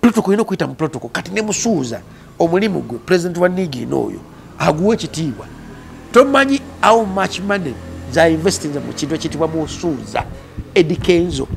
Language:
Ganda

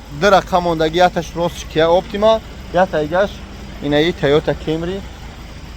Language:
Tajik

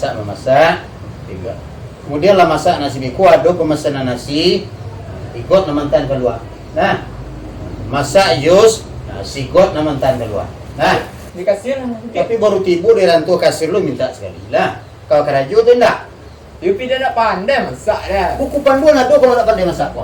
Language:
Minangkabau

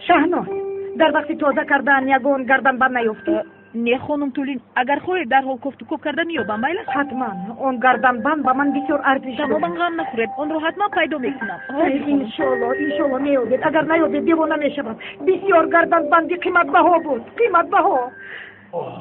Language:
Tajik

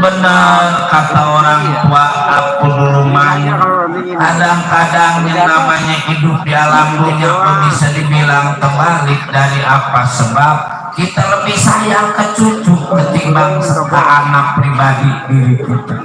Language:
Betawi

